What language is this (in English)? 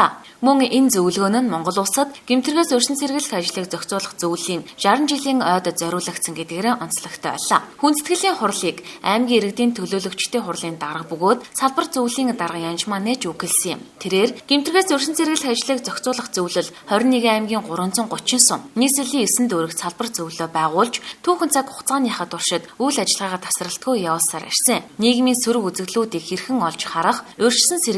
Mongolian